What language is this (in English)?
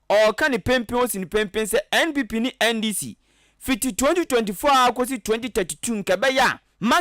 Akan